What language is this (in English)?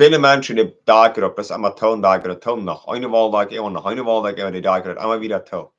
Plautdietsch